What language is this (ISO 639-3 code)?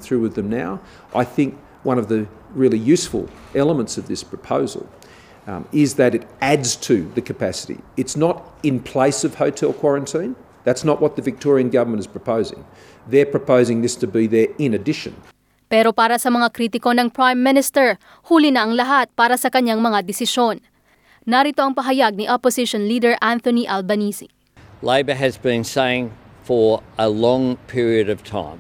fil